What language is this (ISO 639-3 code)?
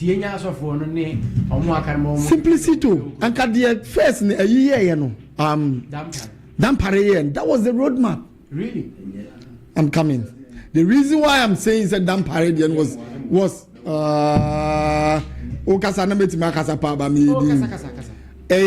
aka